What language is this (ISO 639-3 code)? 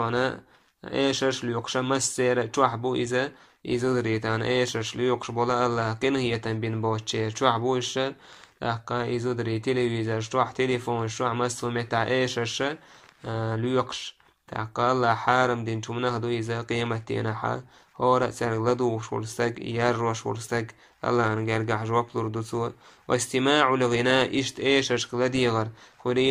che